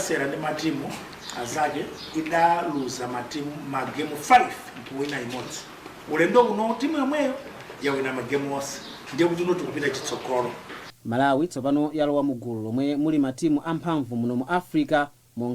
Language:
Nyanja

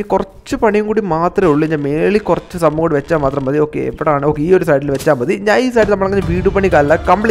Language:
Malayalam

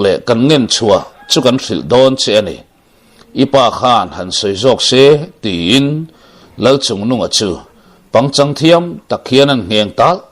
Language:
Mizo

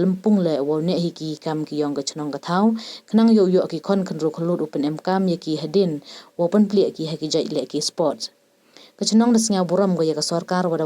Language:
Pnar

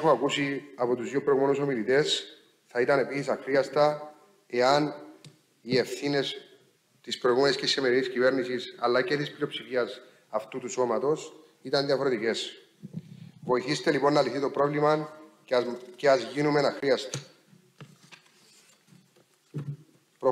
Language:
Greek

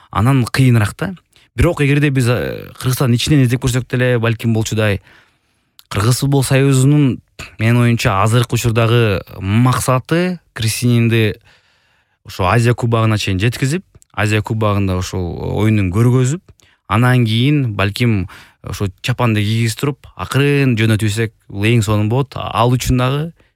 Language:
Kyrgyz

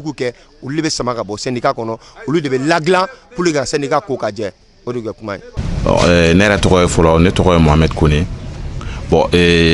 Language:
Bambara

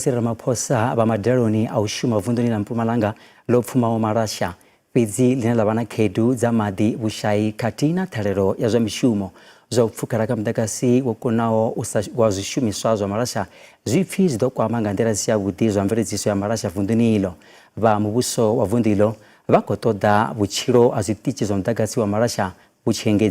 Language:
Venda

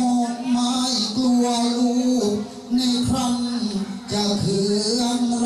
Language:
Thai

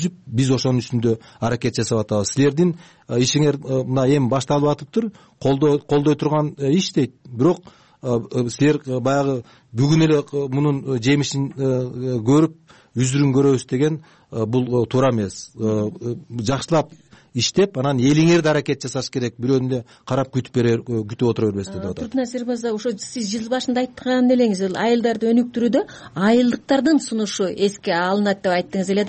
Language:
Kyrgyz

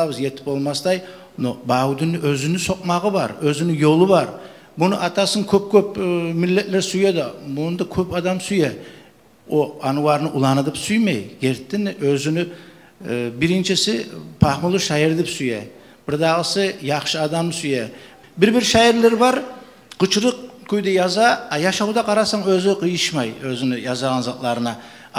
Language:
Kumyk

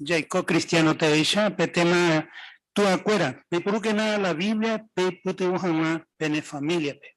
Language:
Guarani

